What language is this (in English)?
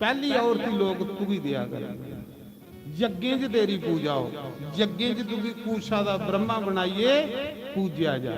Dogri